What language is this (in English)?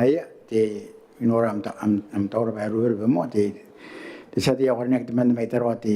Gilbertese